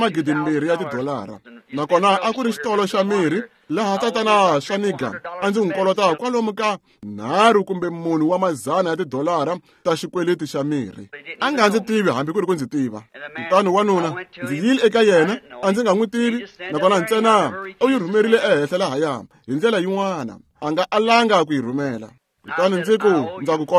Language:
Tsonga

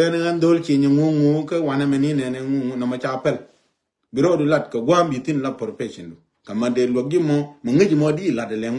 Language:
Nuer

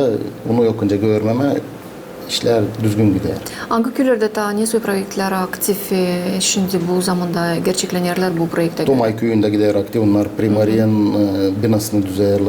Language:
Gagauz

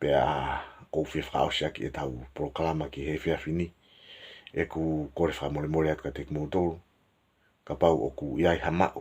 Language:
Tongan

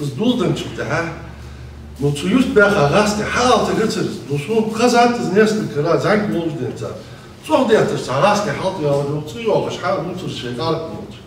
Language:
Ingush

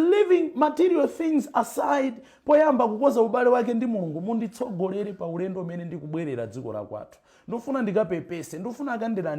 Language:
Nyanja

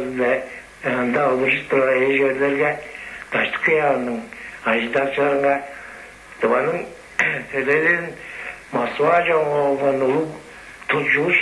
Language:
Tuvinian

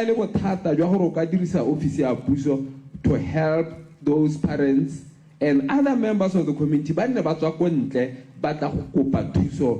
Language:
Tswana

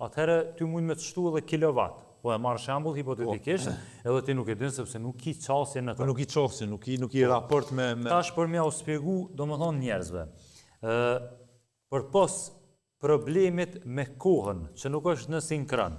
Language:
Albanian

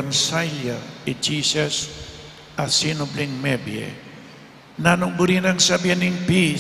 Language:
Pampanga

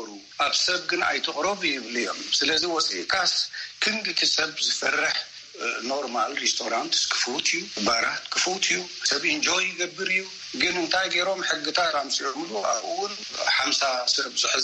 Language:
Tigrinya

